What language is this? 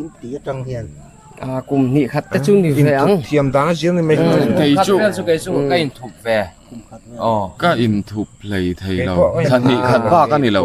Mizo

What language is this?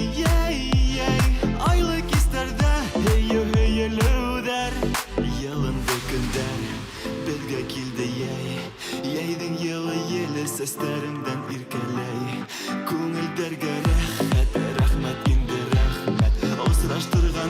Bashkir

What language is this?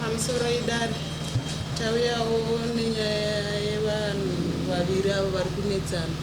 Shona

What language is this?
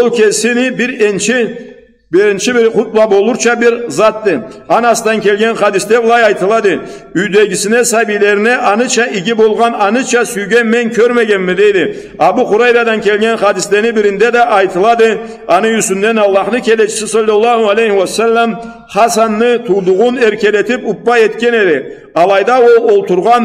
Karachay-Balkar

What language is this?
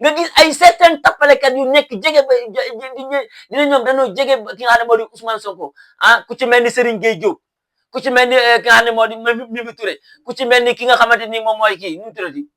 Wolof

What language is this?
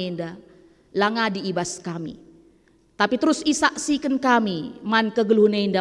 Batak Karo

